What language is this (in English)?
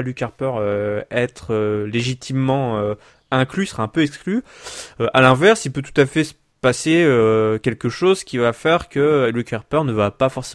French